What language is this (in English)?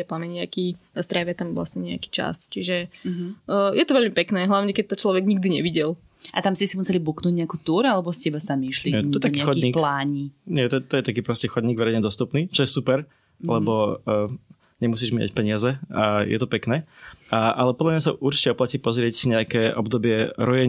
Slovak